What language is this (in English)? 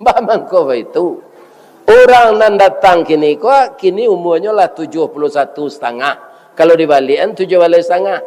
Minangkabau